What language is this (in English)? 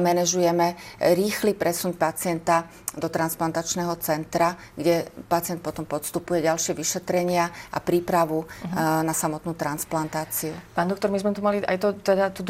Slovak